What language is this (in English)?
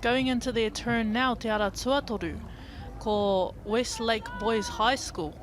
Māori